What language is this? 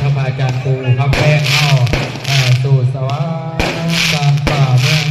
Lao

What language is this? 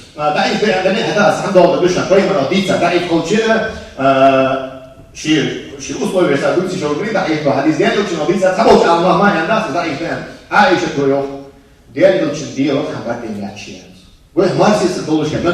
Ingush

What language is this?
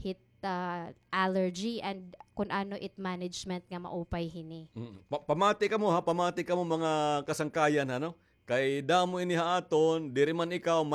Waray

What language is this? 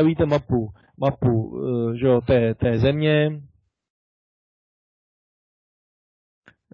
Czech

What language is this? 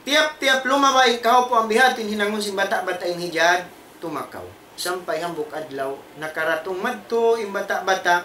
Tausug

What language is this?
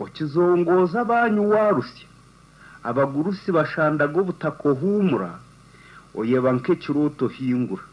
Nyankole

